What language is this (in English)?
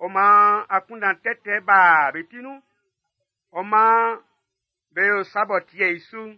Baoulé